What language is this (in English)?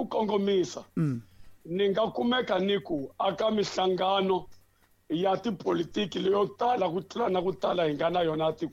Tsonga